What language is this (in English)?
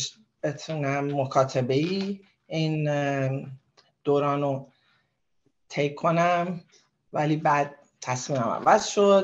Persian